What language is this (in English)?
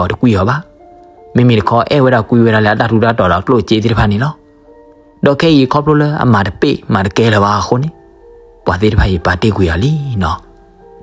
S'gaw Karen